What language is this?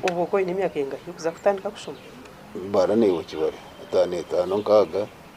Nyankole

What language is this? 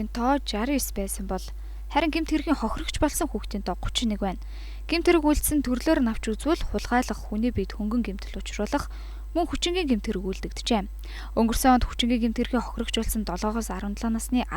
Mongolian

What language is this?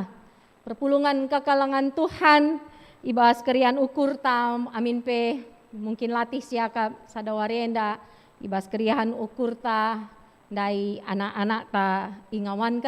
Batak Karo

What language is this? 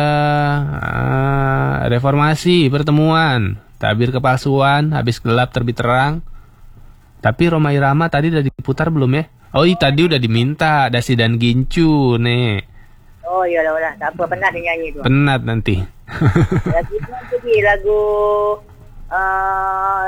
Malay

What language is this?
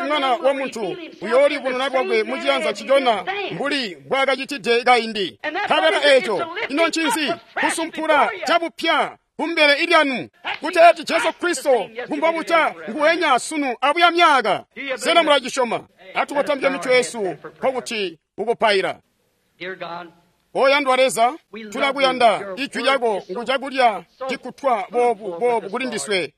Tonga (Zambia)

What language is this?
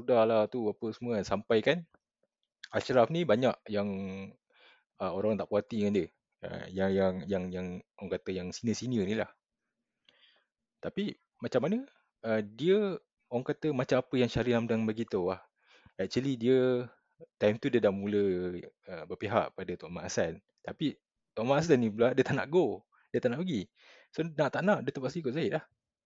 Malay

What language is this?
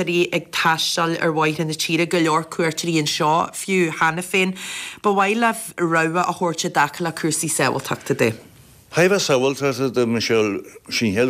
Irish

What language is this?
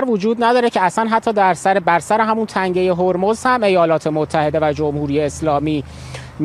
Persian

